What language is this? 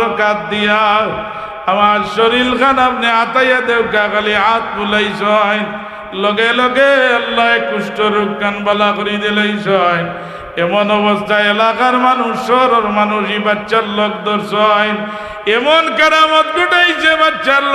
Sylheti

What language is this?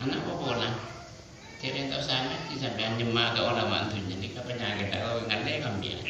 Madurese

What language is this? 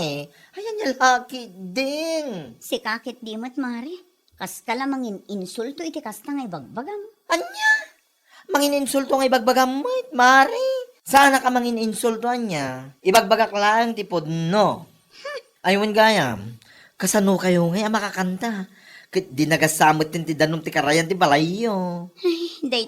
Iloko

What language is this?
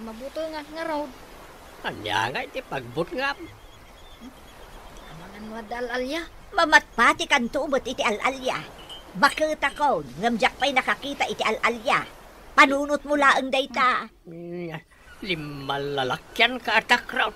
Iloko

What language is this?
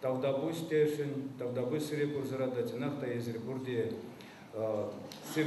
Chuvash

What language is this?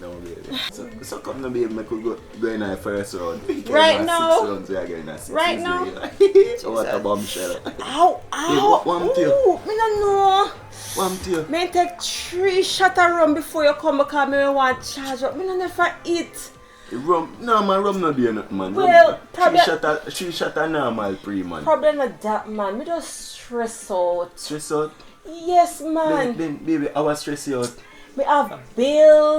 Jamaican Creole English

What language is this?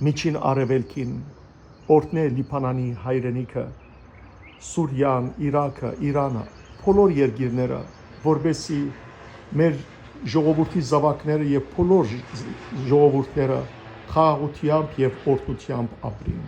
Western Armenian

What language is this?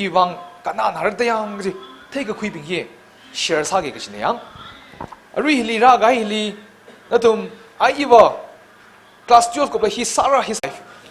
Tangkhul Naga (India)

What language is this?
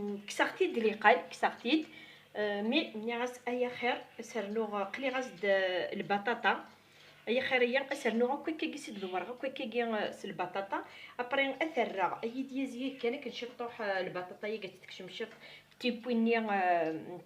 Kabyle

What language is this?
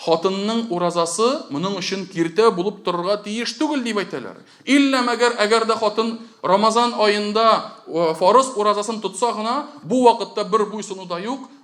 Tatar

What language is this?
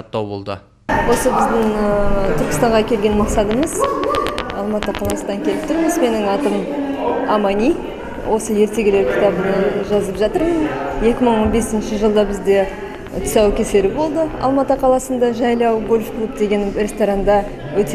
Kazakh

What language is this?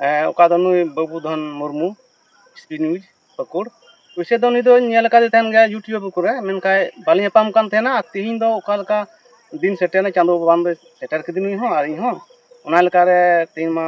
Santali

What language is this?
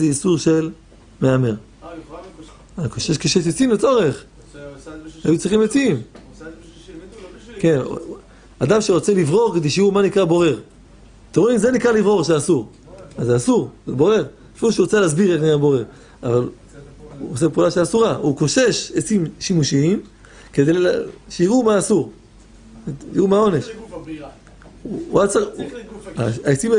Hebrew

